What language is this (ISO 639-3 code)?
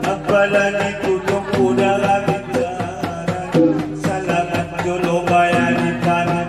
akb